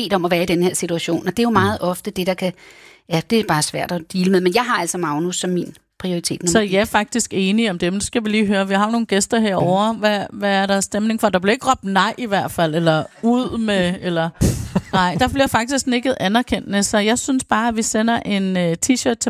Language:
Danish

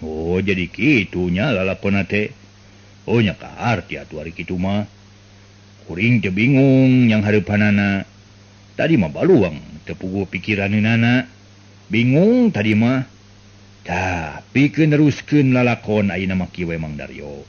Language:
Sundanese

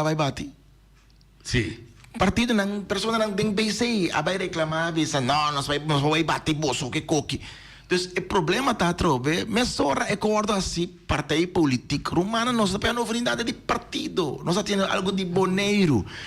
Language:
Papiamento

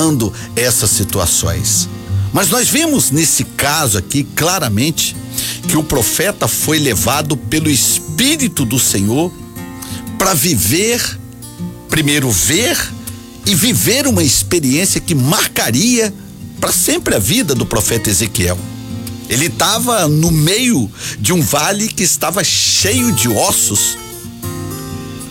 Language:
Portuguese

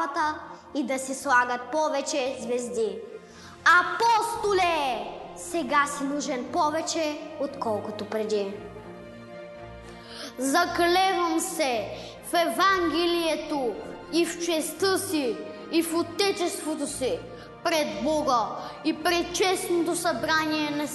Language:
Bulgarian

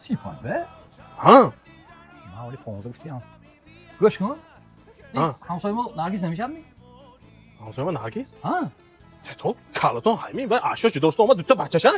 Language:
Tajik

